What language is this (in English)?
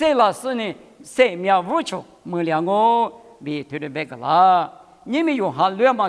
Lisu